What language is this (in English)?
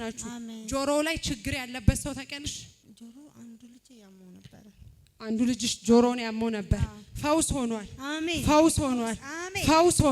Amharic